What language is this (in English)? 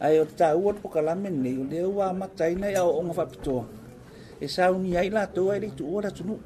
Samoan